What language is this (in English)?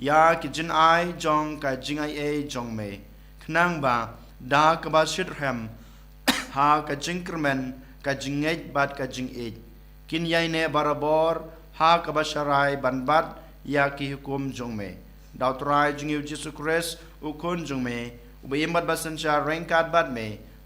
Khasi